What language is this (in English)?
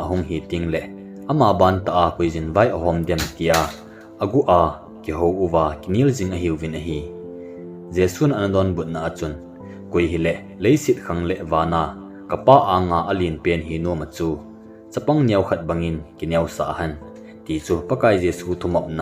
Thado Chin